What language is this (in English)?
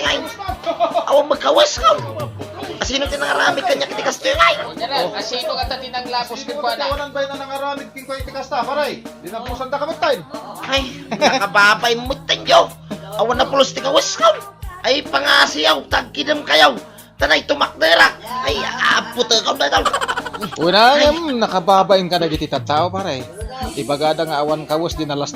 Iloko